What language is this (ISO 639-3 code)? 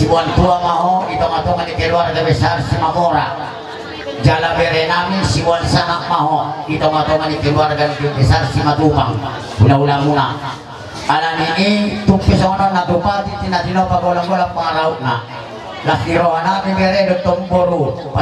bbc